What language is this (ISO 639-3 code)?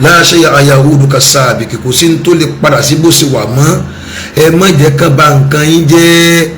yor